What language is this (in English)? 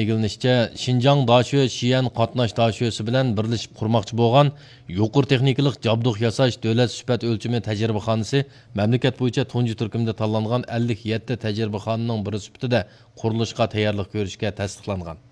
Uyghur